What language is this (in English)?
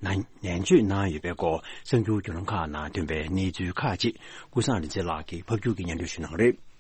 Tibetan